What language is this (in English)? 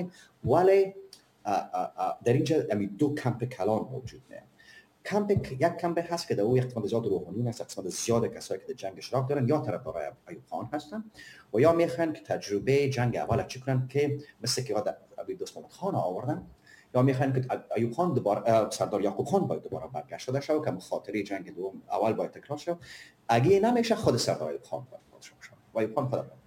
Persian